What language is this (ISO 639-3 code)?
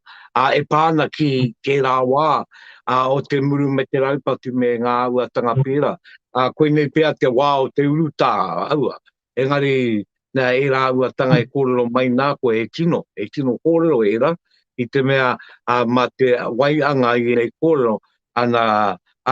mri